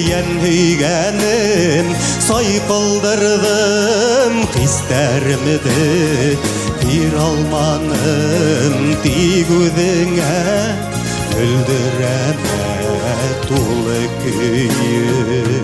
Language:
Bashkir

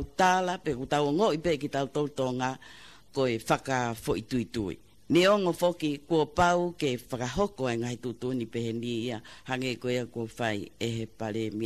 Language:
Tongan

